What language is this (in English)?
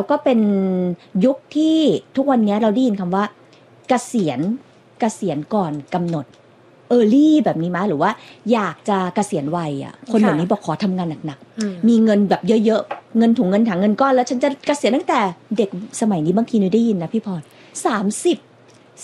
Thai